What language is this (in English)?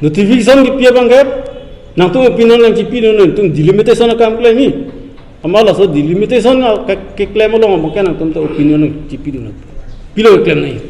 Karbi